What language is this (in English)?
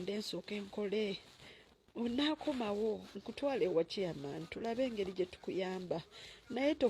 Ganda